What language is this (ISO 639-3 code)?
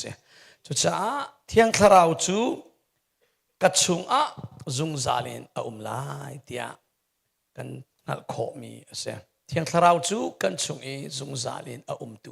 cnh